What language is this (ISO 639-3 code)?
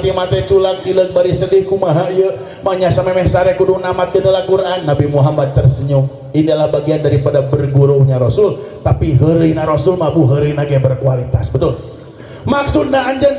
sun